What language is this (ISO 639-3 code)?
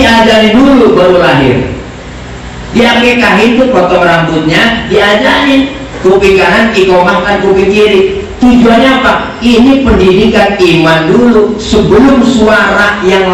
bew